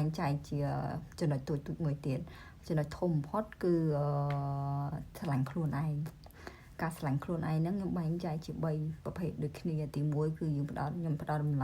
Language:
Khmer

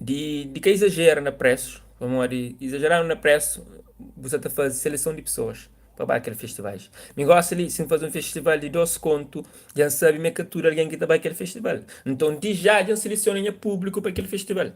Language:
Kabuverdianu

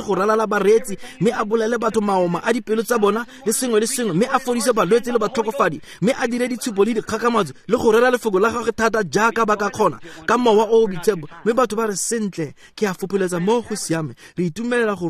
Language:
Tswana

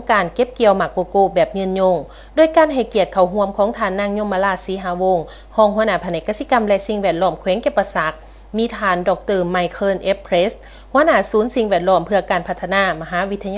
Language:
Lao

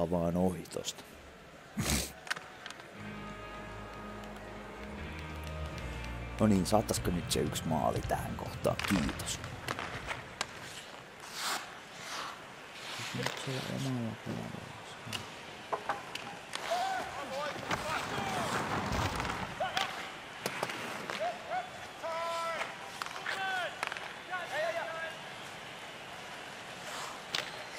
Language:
Finnish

